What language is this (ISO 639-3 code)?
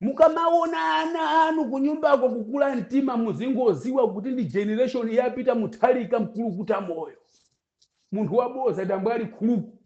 nya